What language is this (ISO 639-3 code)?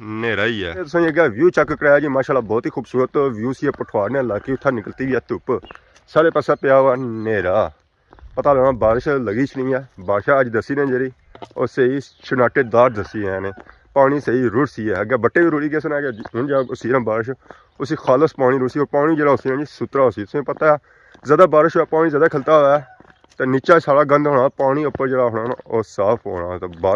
phr